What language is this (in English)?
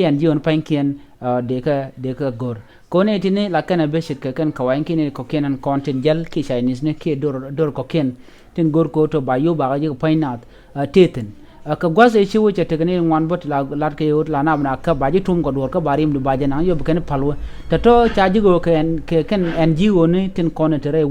Nuer